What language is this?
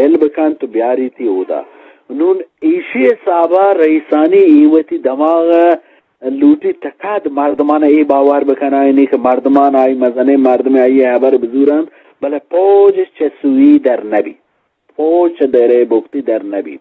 Eastern Balochi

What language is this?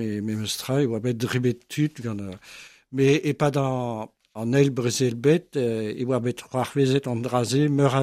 Breton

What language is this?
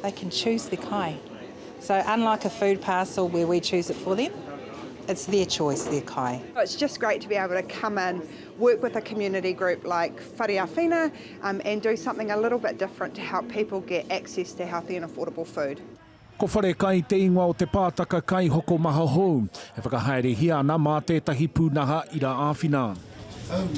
Māori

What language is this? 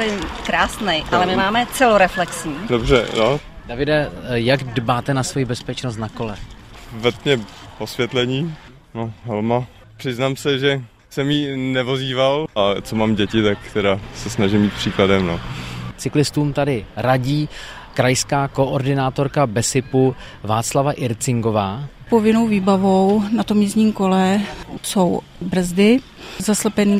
Czech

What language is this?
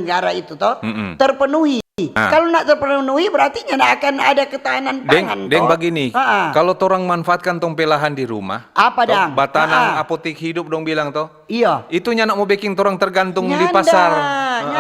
Manado Malay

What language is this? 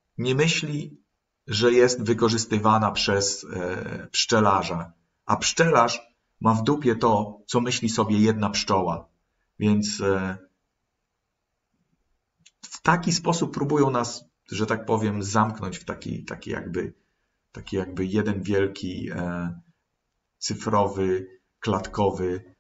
Polish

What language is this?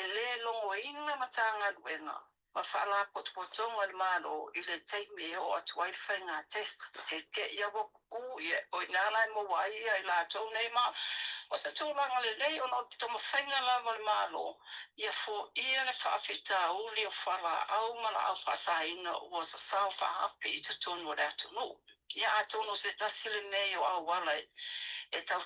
Samoan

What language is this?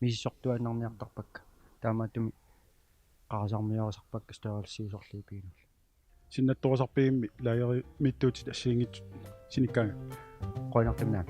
Kalaallisut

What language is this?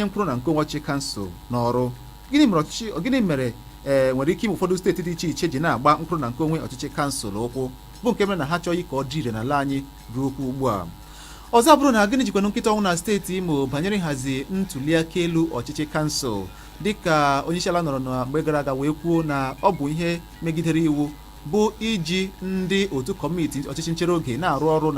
Igbo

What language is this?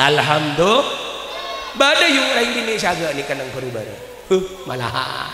Madurese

